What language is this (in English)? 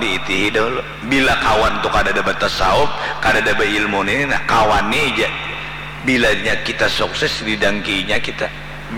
Banjar